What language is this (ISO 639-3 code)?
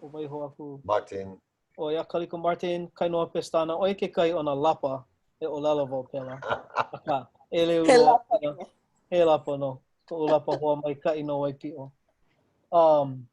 haw